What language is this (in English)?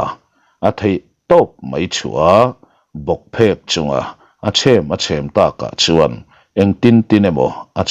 Mizo